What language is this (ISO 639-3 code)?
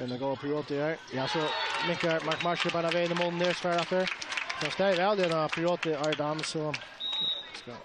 fao